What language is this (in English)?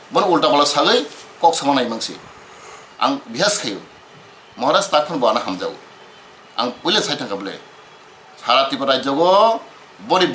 Kok Borok